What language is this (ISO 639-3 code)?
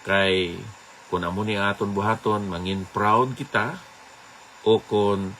hil